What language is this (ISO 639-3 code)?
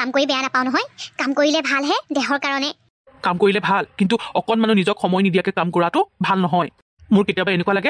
asm